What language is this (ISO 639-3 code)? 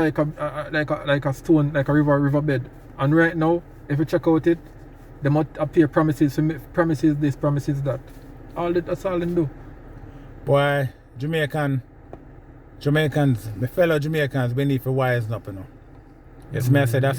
jam